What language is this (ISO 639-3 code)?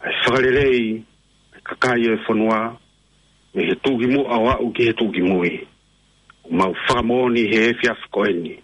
ton